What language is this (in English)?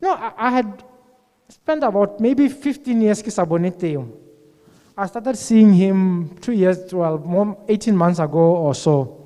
Tswana